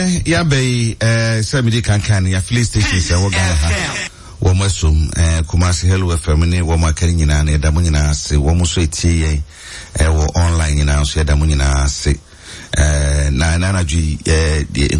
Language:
Akan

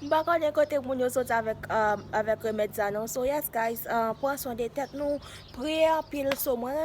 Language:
Haitian Creole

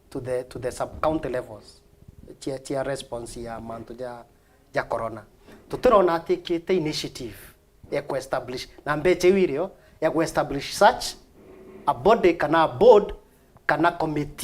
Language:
Meru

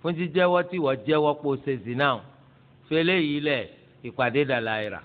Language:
Yoruba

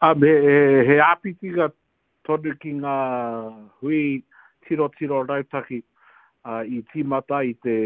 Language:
Māori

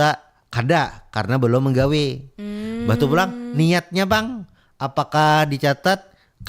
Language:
Banjar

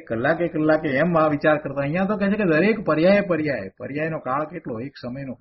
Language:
Gujarati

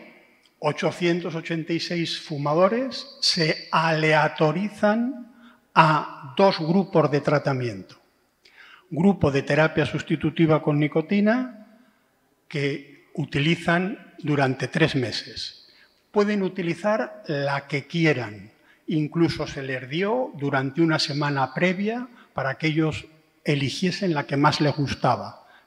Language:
Spanish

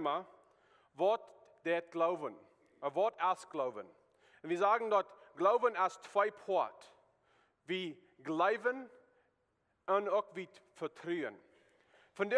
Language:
Plautdietsch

